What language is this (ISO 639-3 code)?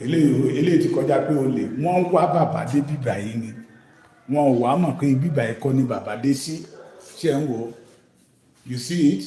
yor